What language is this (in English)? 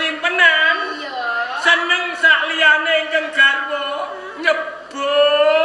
Javanese